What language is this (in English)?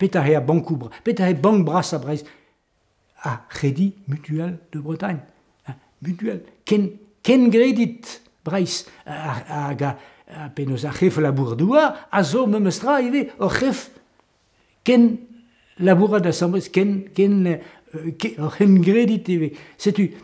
Breton